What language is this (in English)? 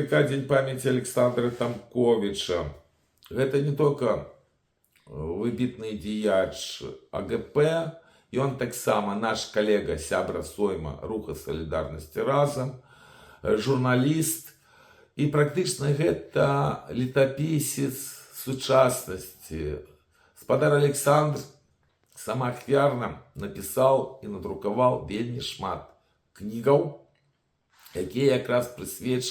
Belarusian